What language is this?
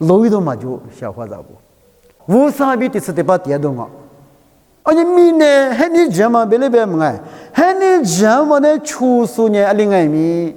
Lisu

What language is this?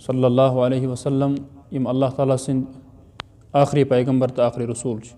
Kashmiri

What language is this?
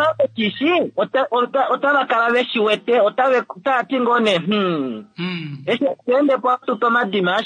Kuanyama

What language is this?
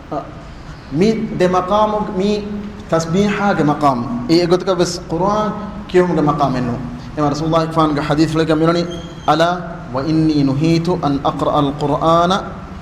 Divehi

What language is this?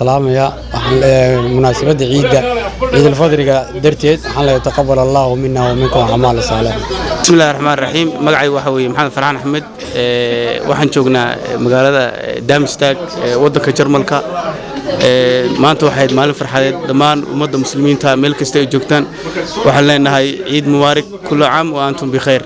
Somali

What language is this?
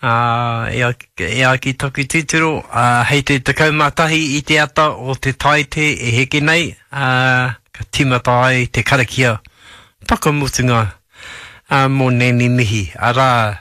Māori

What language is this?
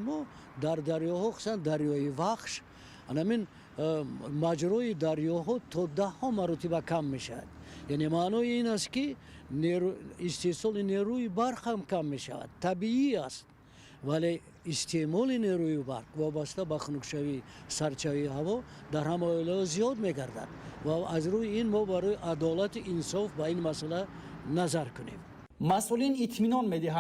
Tajik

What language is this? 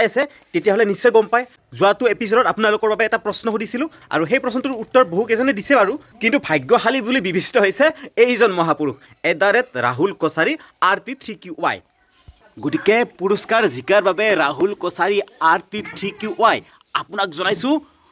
Assamese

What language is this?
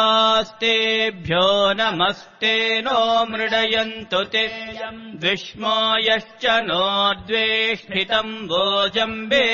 Sanskrit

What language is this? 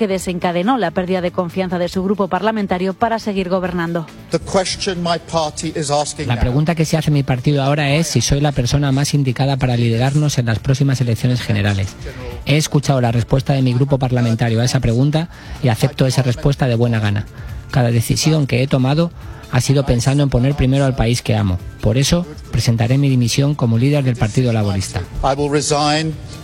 Spanish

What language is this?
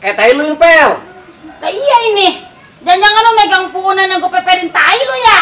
Betawi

